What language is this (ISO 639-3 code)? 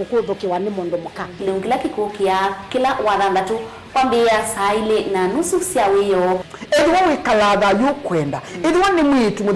kam